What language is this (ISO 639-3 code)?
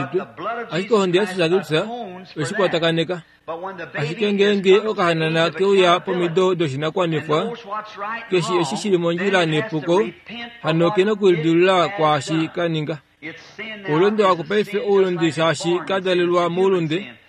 kua